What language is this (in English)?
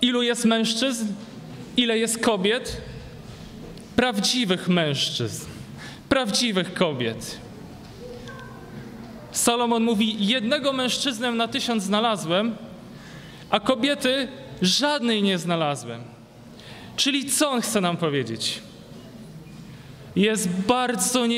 Polish